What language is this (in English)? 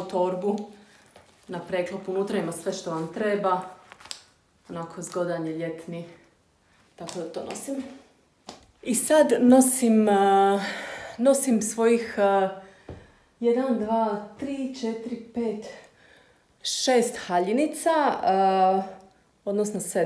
Croatian